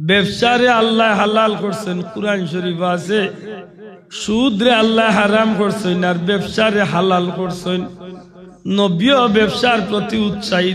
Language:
Sylheti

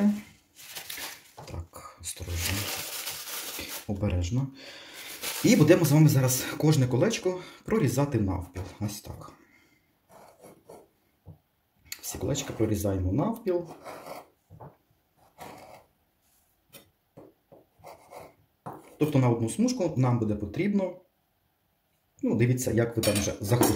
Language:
Ukrainian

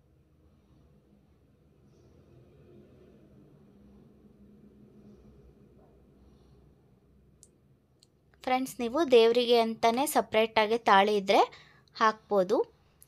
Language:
Kannada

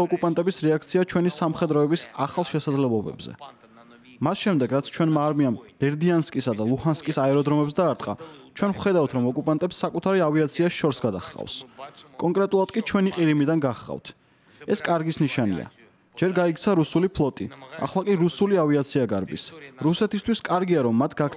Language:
Georgian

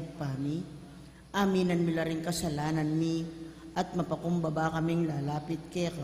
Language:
Pampanga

